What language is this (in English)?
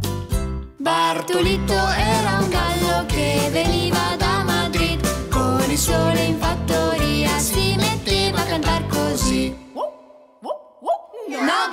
Italian